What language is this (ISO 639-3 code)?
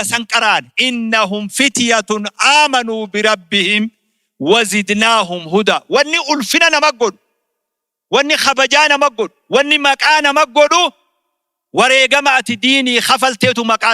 orm